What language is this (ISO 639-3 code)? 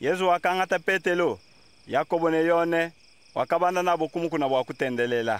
lua